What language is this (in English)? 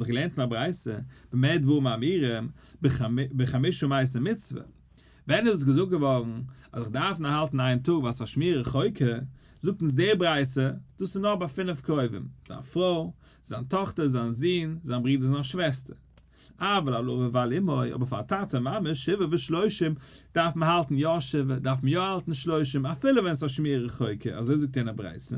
Yiddish